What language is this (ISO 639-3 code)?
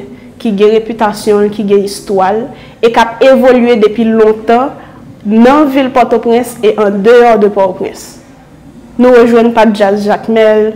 hat